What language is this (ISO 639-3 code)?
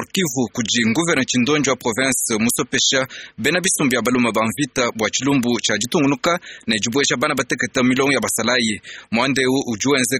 lua